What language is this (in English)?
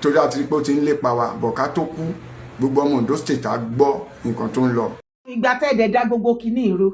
Yoruba